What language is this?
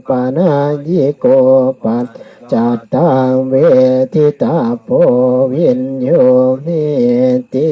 Pali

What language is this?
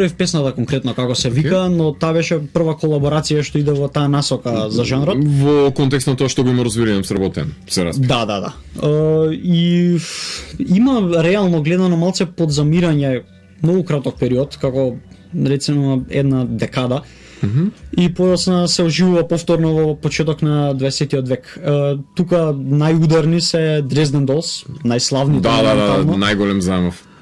Macedonian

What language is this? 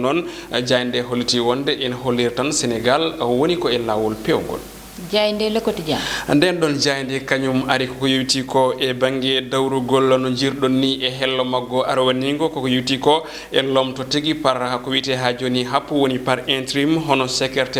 Fula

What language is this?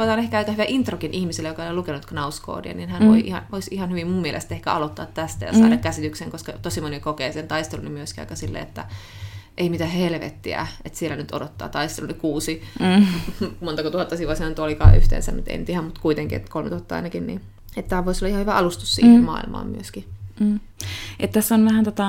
Finnish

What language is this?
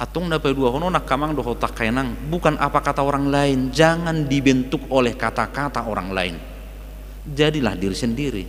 Batak Toba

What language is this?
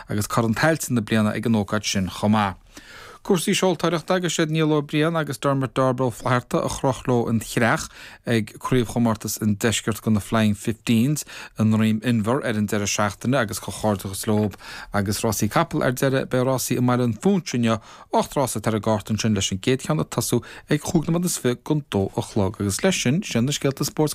Irish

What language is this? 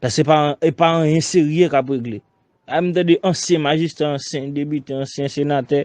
Haitian Creole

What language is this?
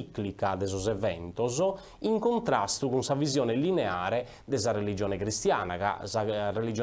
Sardinian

